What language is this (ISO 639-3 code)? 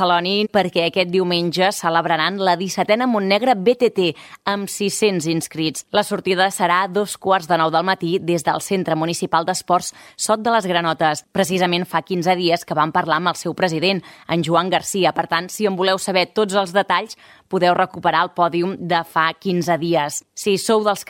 cat